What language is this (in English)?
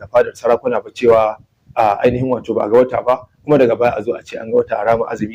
Hausa